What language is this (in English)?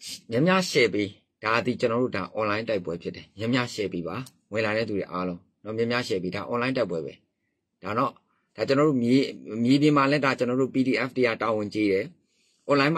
Burmese